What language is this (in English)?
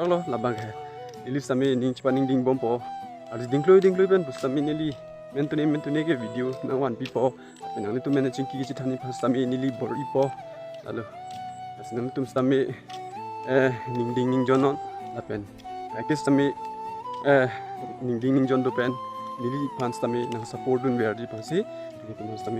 Karbi